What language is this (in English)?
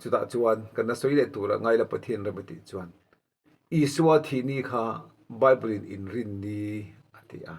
Mizo